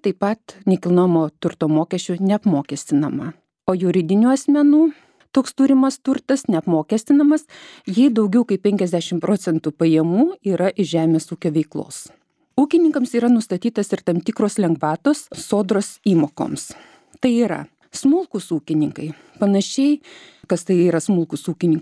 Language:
Lithuanian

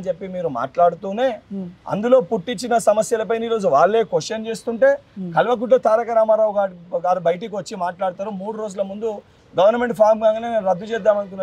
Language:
Telugu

